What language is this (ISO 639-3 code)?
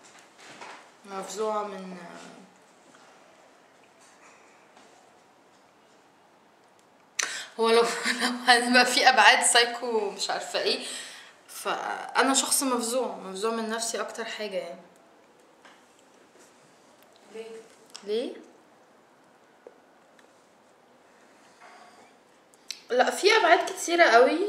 arz